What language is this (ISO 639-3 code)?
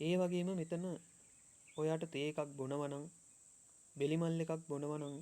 sin